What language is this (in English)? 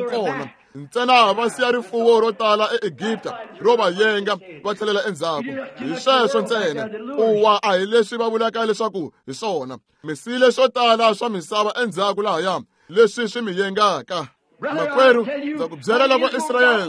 Tsonga